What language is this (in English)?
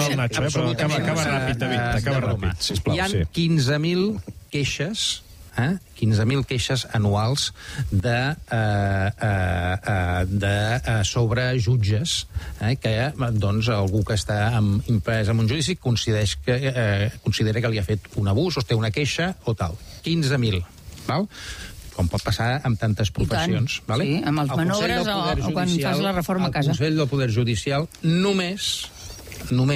Catalan